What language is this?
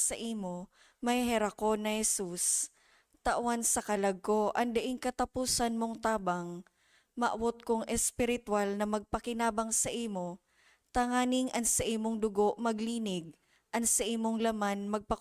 Bikol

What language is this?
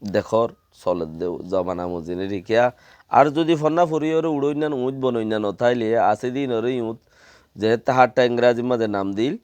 Rohingya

